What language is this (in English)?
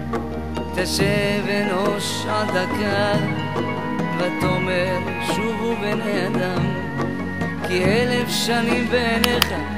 Hebrew